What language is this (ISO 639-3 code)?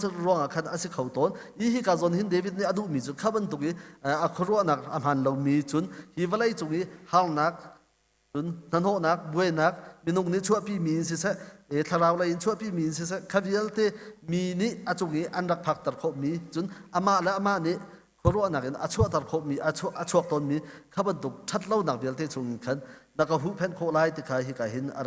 cnh